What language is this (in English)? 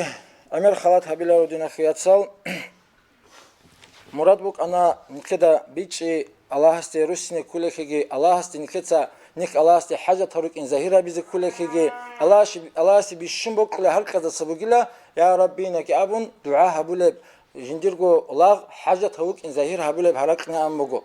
Avaric